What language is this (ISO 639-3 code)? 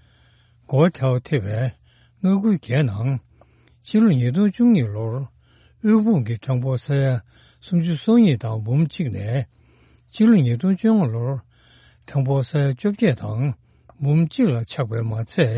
bod